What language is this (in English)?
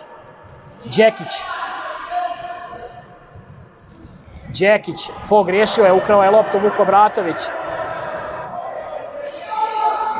Croatian